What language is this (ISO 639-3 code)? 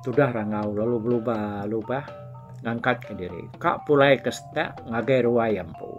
iba